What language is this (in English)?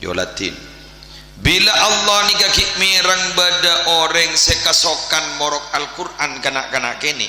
Madurese